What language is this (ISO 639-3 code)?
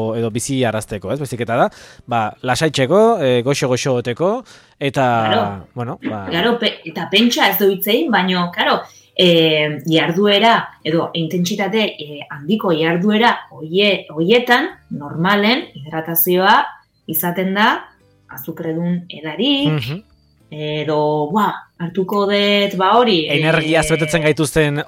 eus